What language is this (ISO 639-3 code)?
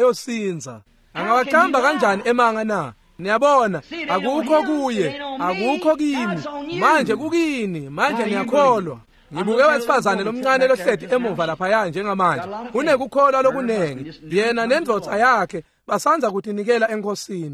ssw